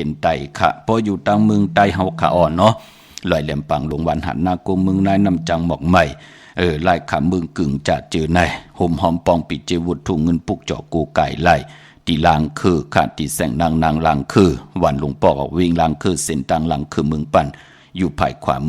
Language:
Shan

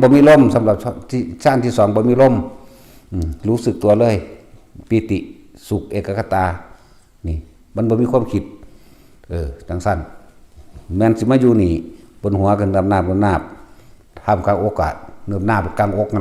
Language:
Northeastern Thai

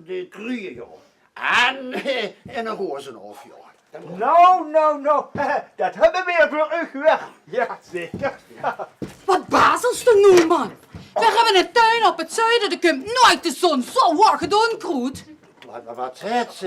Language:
Limburgish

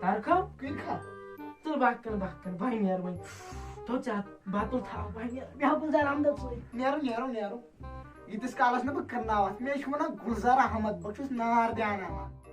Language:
Kashmiri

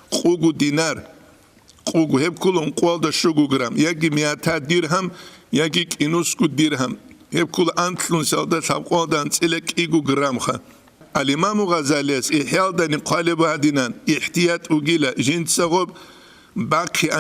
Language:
Avaric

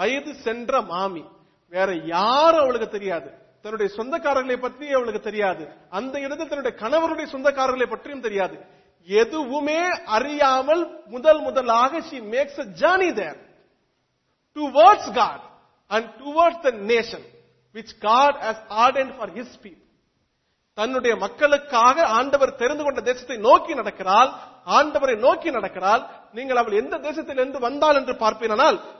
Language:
Tamil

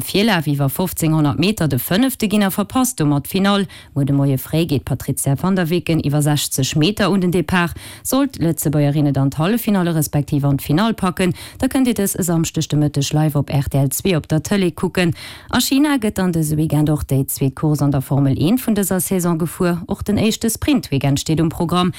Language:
Luxembourgish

